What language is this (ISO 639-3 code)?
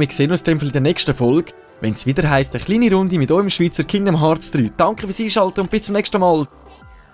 gsw